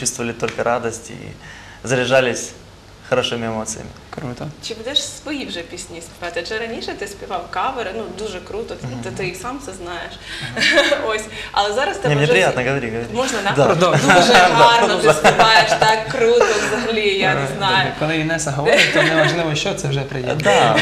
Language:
Ukrainian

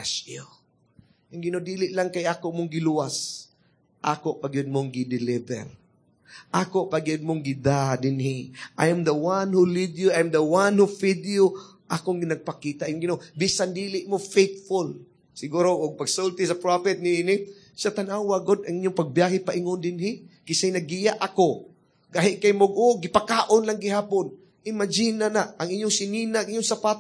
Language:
Cebuano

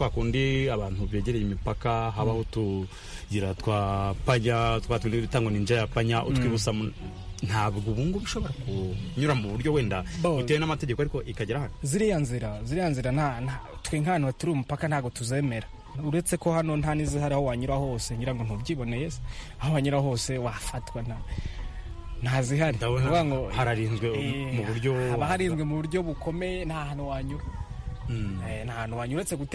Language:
Kinyarwanda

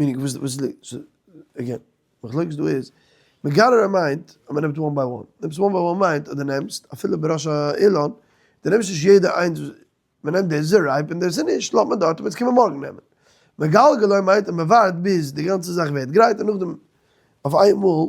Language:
Yiddish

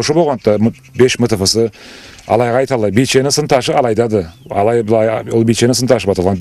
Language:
Karachay-Balkar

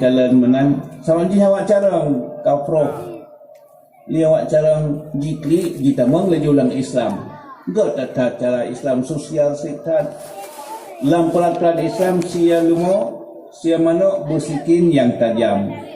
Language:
Achinese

